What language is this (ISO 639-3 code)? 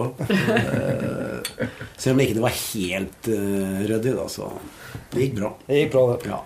nor